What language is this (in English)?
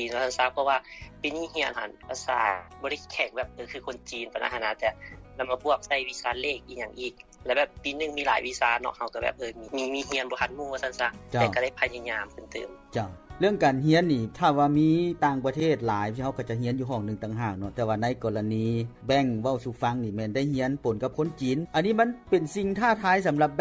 Lao